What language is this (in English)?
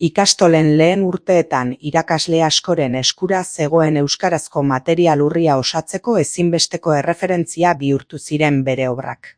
Basque